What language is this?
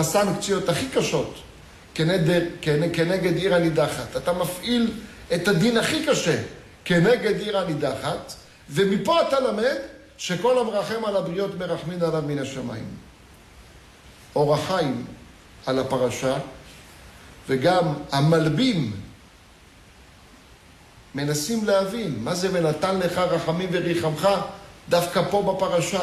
Hebrew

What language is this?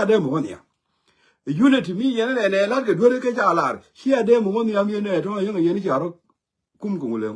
Nuer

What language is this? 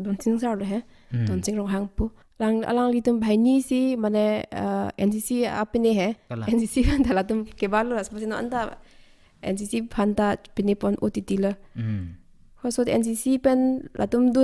Karbi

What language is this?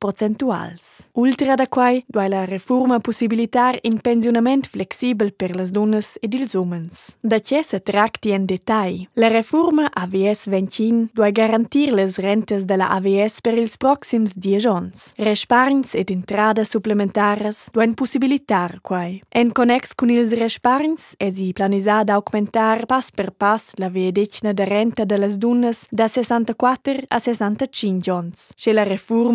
Romansh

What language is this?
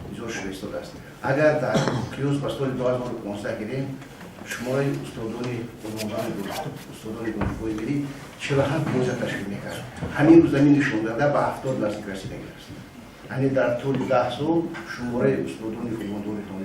Tajik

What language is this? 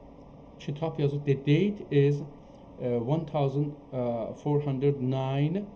South Azerbaijani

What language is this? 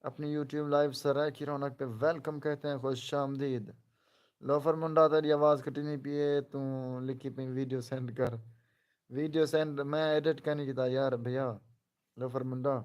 Saraiki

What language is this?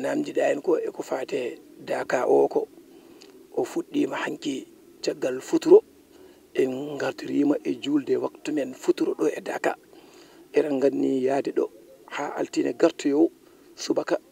Fula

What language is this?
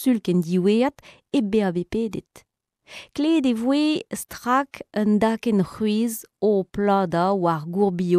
Breton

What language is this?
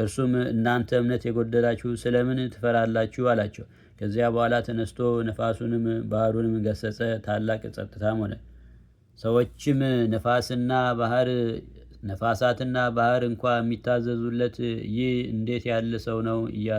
Amharic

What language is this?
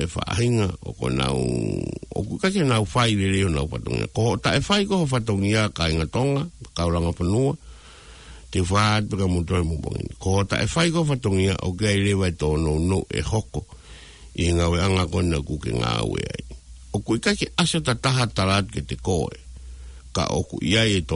Tongan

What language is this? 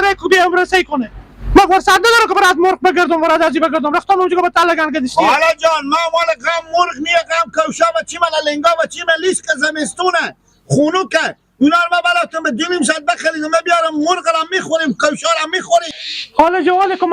Hazaragi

